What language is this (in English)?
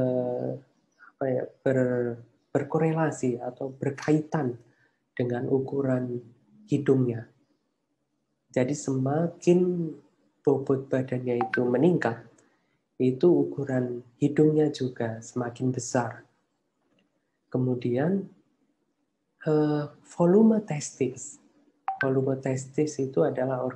Indonesian